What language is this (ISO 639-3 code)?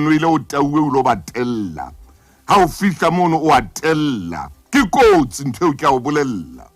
sot